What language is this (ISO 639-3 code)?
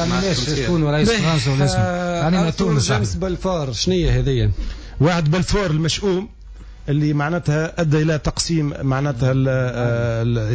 aeb